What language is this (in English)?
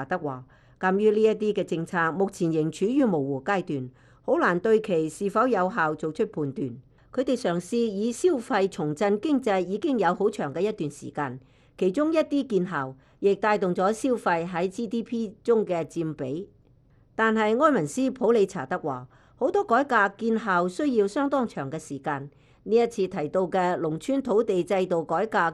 Cantonese